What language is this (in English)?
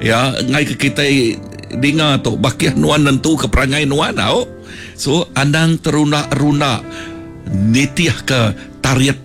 Iban